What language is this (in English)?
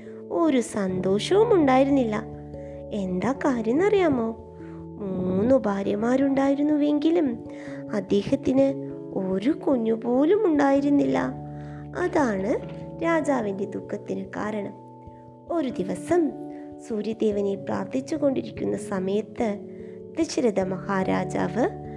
Malayalam